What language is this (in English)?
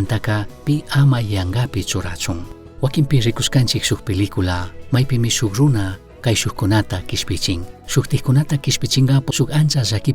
Chimborazo Highland Quichua